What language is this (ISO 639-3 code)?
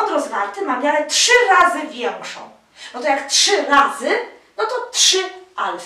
pol